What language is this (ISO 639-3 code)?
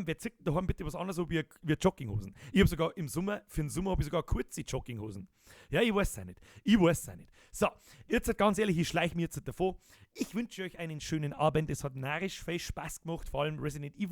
bar